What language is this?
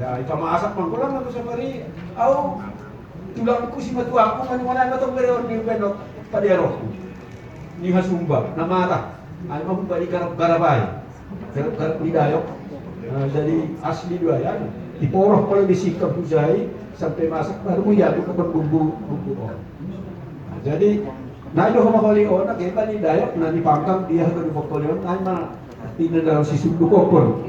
Batak Simalungun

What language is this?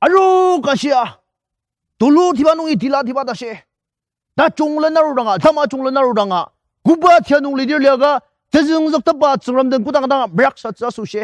Ao Naga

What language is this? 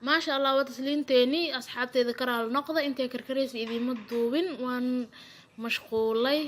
Somali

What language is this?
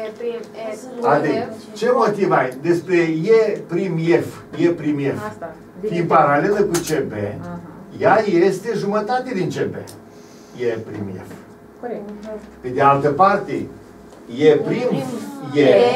Romanian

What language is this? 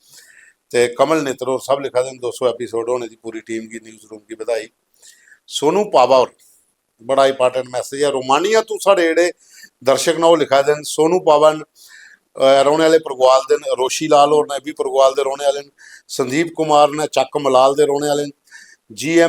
Dogri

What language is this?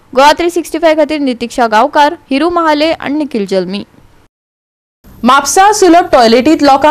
Konkani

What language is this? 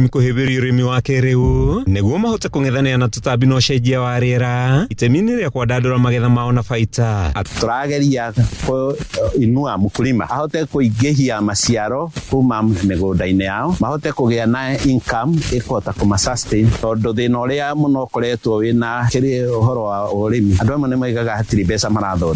Kikuyu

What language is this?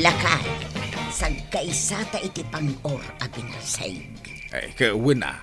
Iloko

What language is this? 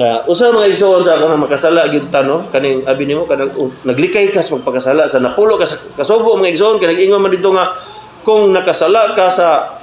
Cebuano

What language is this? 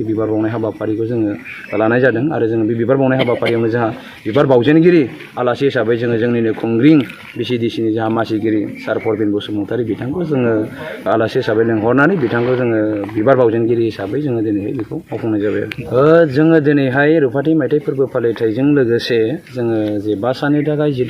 Bodo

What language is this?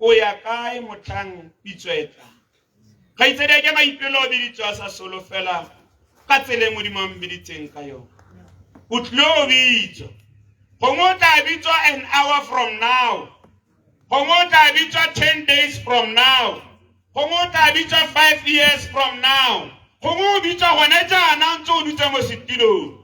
Tswana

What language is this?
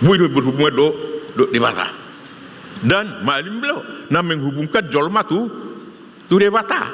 Batak Toba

